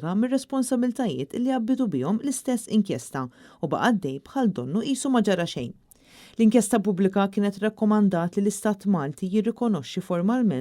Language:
Maltese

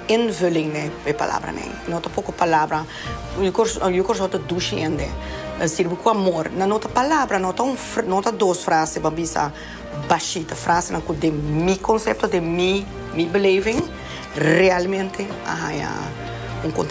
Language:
Papiamento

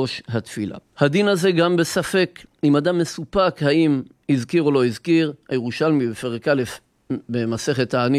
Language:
Hebrew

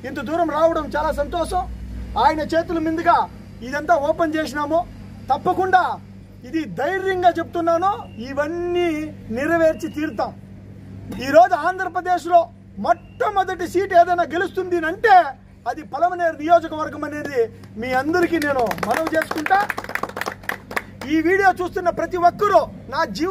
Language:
Telugu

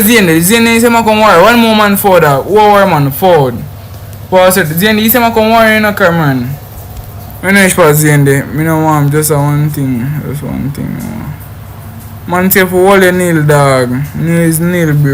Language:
Jamaican Creole English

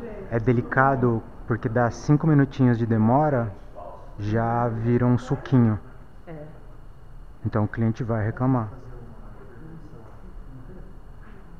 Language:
Portuguese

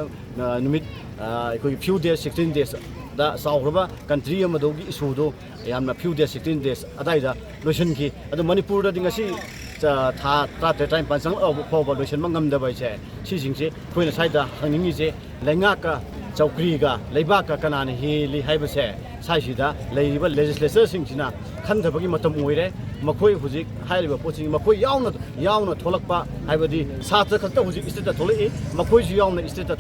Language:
Manipuri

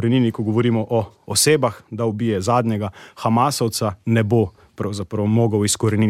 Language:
Slovenian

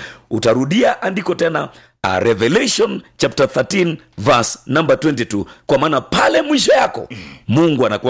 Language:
Swahili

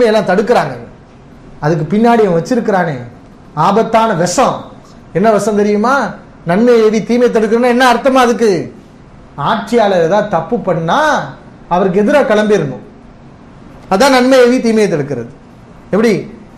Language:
Tamil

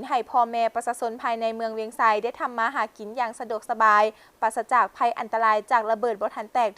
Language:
Lao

